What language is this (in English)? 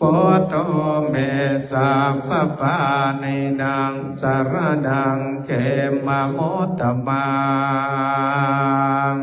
Pali